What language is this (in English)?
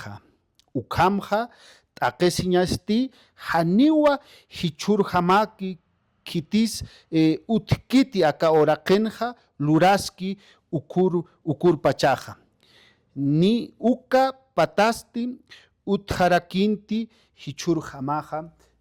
Aymara